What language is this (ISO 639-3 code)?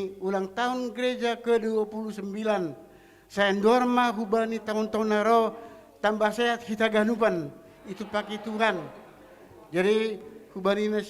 bts